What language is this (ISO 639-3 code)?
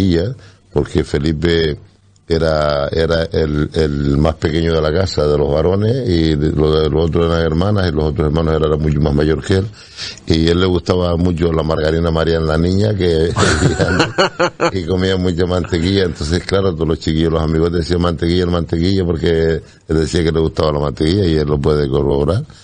spa